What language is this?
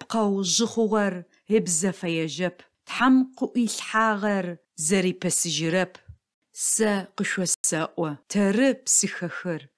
Adyghe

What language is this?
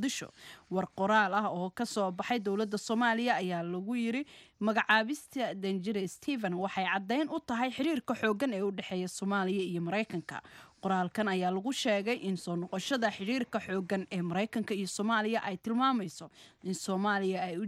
Somali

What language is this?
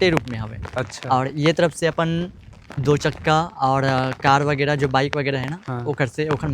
Chhattisgarhi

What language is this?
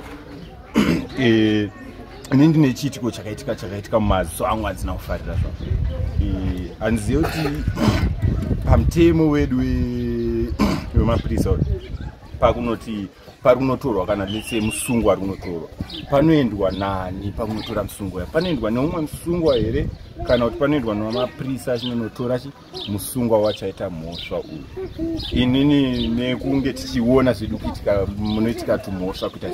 Shona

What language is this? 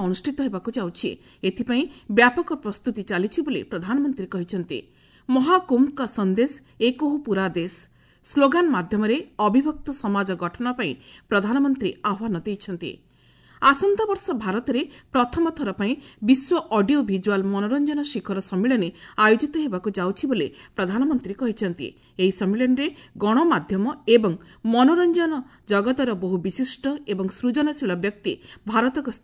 Odia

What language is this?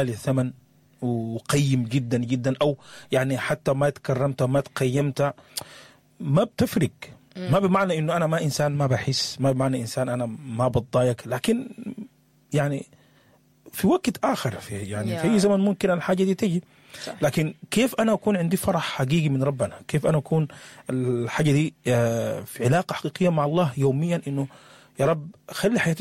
Sudanese Arabic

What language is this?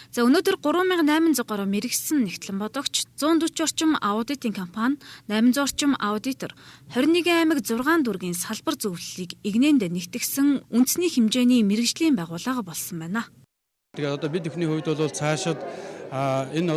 Mongolian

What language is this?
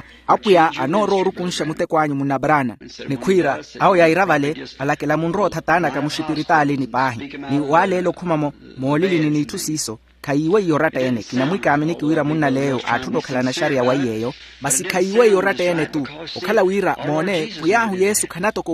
Makhuwa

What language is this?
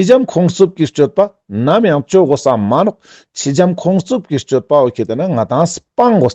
Ladakhi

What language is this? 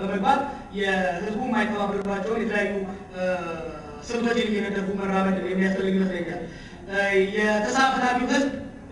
Amharic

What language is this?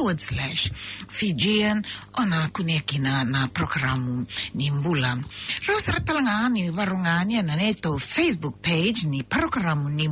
Fijian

